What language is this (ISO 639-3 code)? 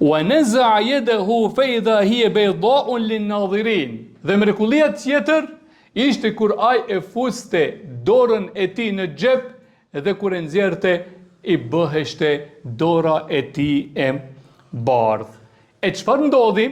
sqi